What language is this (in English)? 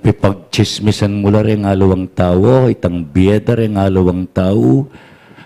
Pampanga